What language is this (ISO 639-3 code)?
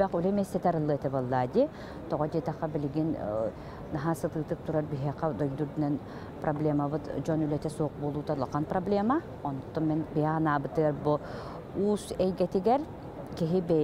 sah